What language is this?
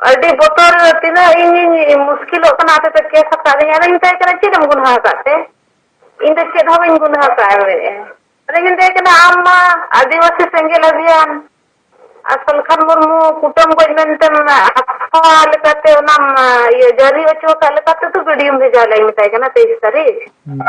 Santali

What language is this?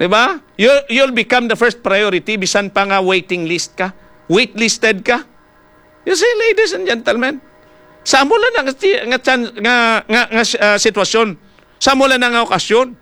Hiligaynon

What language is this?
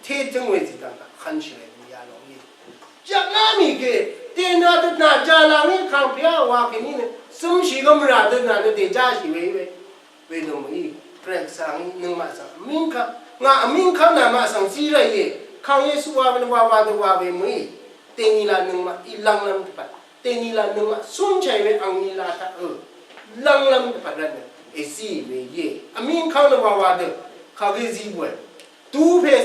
Rawang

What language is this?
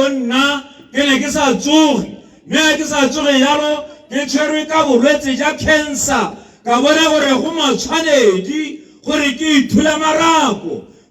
Tswana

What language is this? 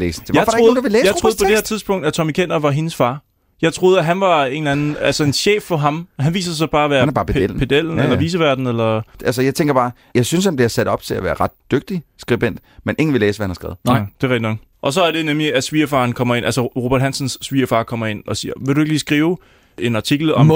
Danish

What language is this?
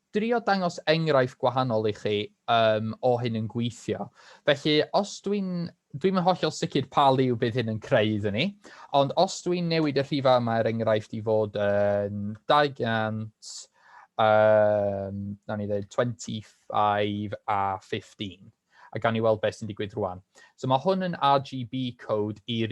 Welsh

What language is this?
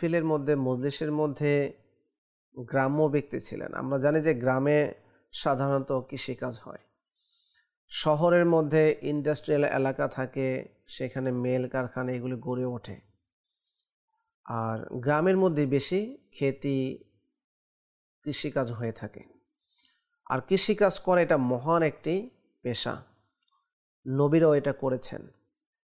Bangla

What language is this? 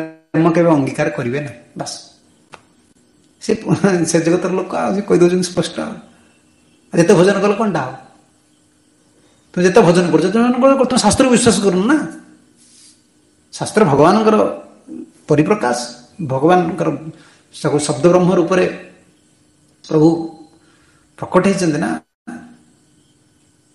Odia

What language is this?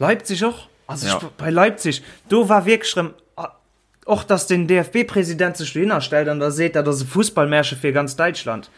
Luxembourgish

